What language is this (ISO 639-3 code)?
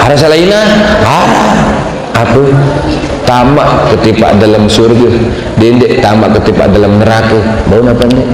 sas